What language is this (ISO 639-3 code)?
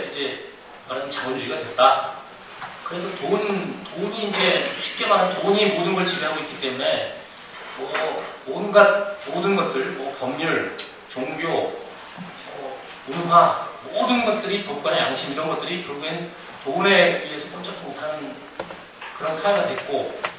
kor